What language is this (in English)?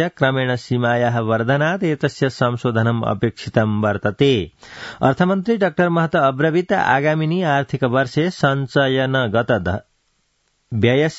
Sanskrit